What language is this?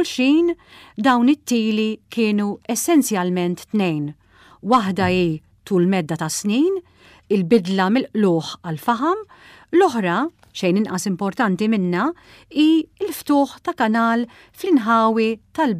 Maltese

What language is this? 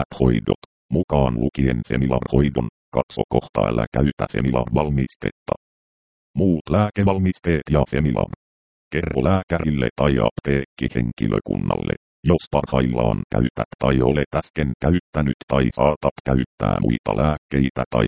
Finnish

